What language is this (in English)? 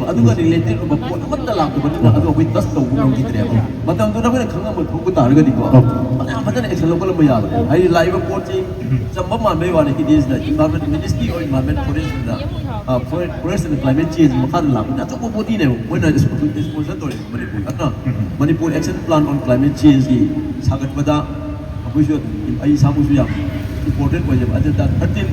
Manipuri